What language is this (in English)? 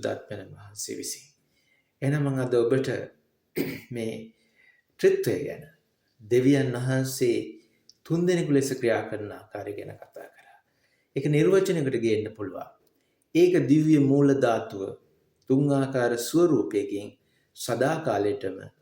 Sinhala